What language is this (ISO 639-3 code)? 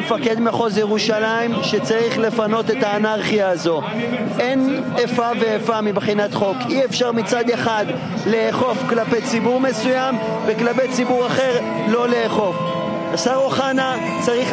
heb